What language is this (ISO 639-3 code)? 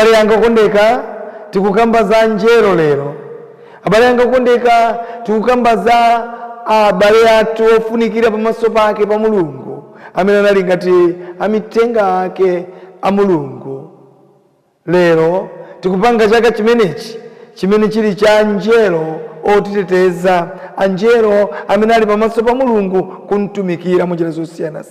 nya